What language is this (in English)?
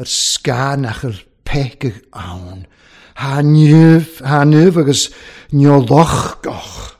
Welsh